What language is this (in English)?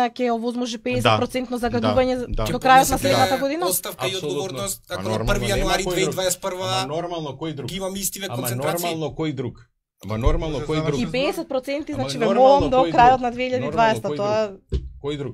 Macedonian